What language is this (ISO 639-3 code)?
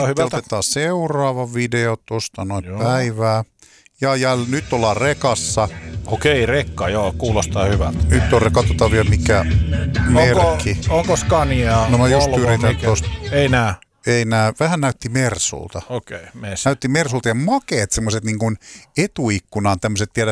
fin